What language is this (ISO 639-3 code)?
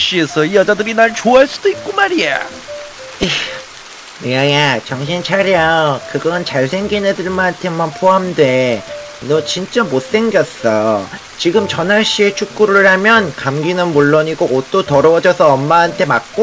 kor